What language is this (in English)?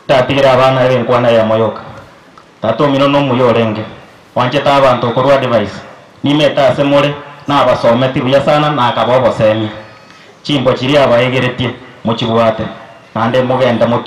Gusii